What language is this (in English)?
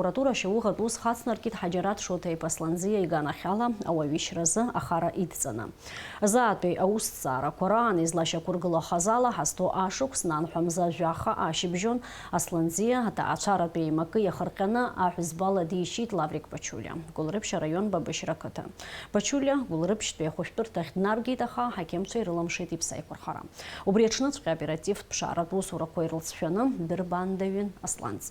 Abkhazian